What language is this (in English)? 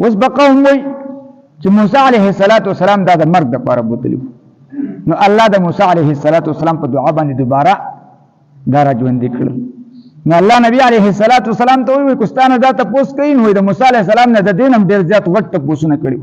Pashto